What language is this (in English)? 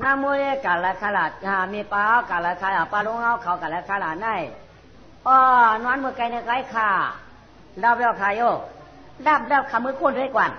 Shan